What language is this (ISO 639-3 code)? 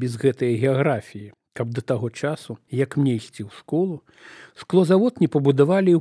bel